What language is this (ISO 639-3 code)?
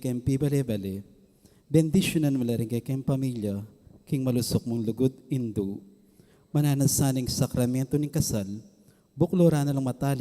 pam